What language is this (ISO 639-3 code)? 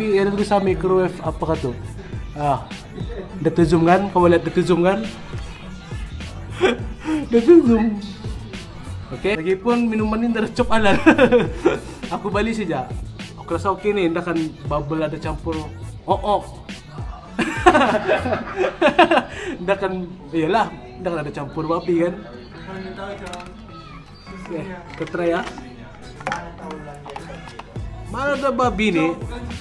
msa